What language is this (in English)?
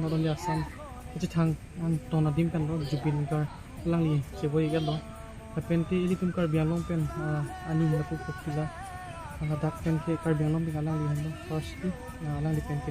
Karbi